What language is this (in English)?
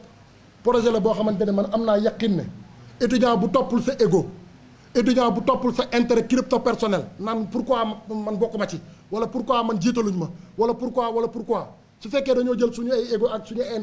Wolof